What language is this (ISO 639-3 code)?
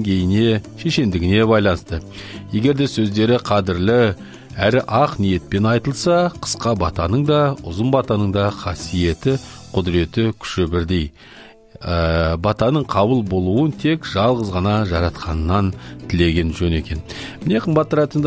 kaz